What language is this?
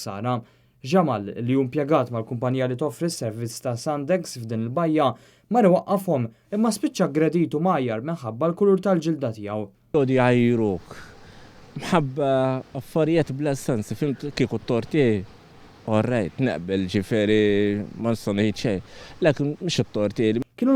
Maltese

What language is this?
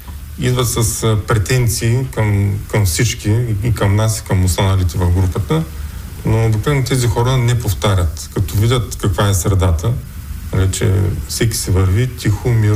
Bulgarian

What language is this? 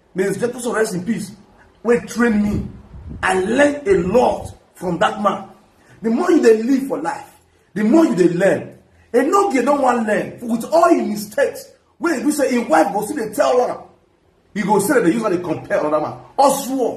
Nigerian Pidgin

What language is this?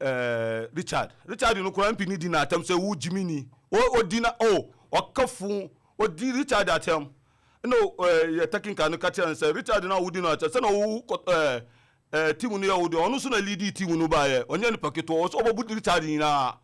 Akan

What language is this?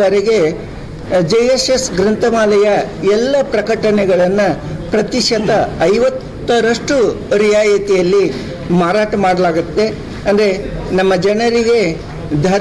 Kannada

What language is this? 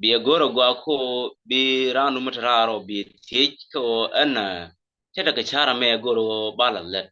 Nuer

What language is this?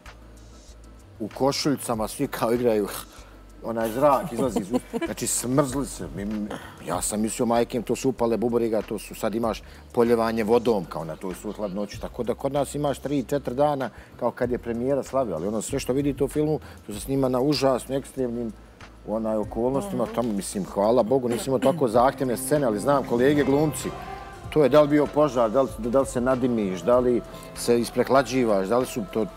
Bosnian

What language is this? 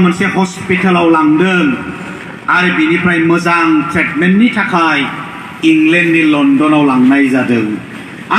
Bodo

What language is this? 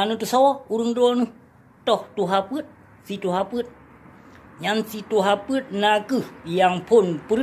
Achinese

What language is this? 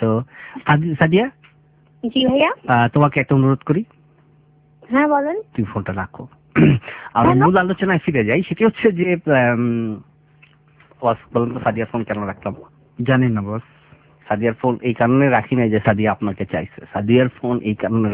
Bangla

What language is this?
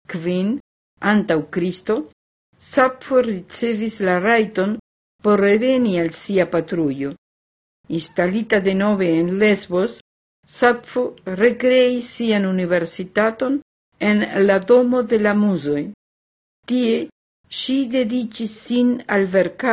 Esperanto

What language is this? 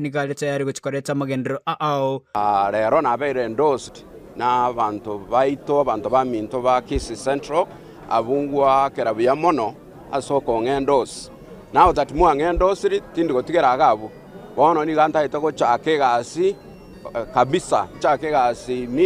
Gusii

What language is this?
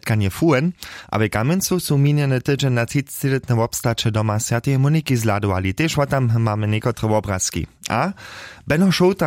Upper Sorbian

